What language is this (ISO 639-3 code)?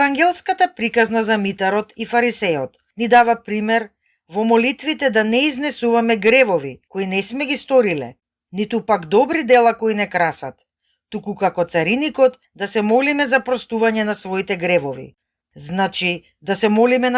mkd